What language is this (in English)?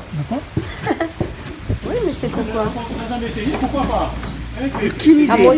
Réunion Creole French